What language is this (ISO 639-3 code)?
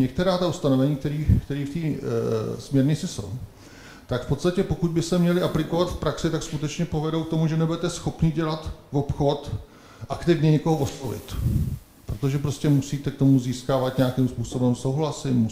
ces